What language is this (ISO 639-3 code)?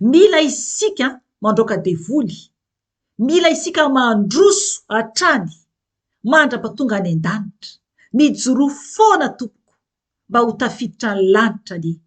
mlg